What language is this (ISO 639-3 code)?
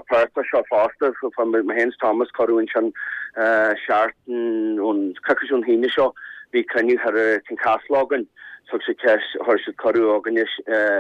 gle